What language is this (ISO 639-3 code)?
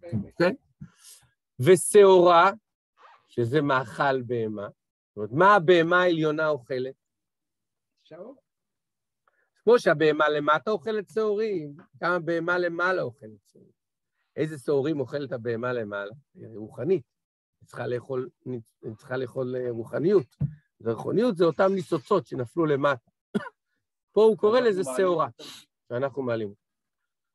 heb